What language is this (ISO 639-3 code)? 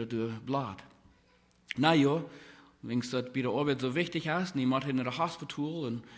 pdt